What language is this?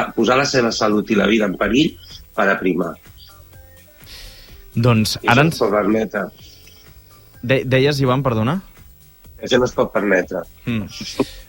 Catalan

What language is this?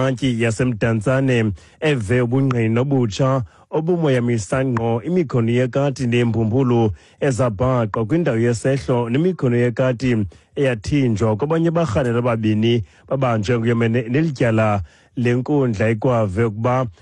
Xhosa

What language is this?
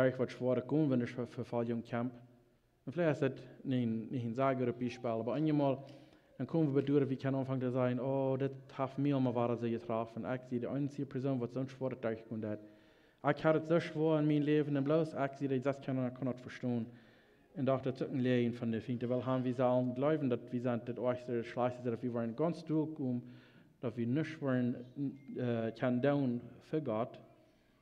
Plautdietsch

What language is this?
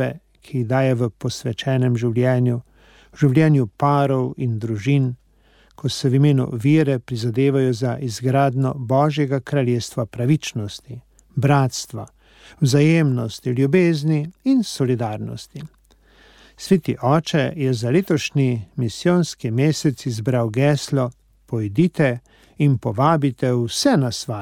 Slovenian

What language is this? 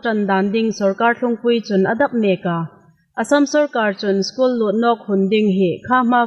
Hmar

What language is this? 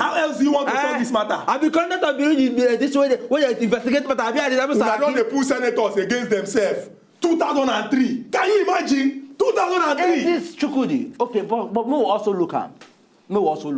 Nigerian Pidgin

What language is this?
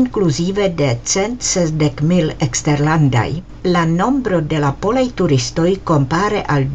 Esperanto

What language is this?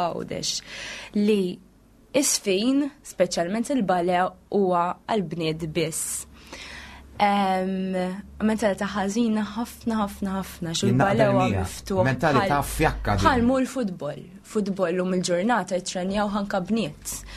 Maltese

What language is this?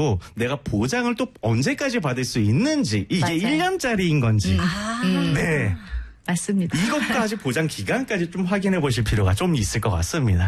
Korean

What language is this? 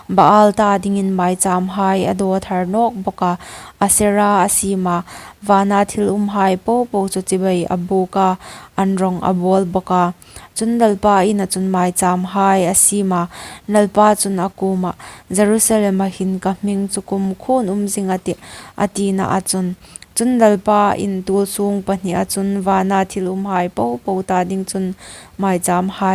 Hmar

